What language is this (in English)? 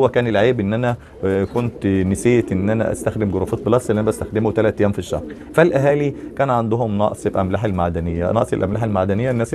Egyptian Arabic